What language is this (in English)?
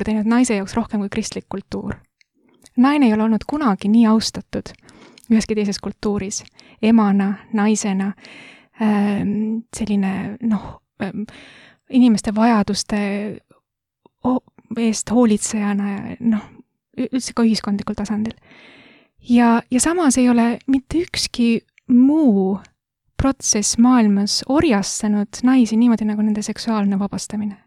Estonian